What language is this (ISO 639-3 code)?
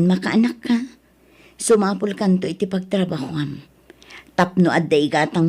ilo